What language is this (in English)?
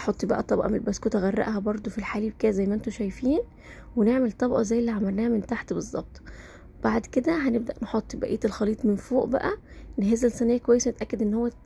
Egyptian Arabic